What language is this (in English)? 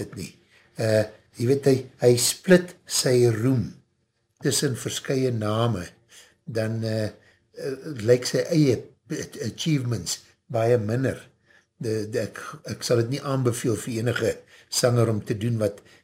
Afrikaans